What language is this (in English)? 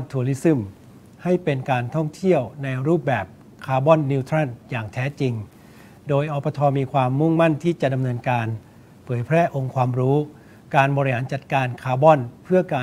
Thai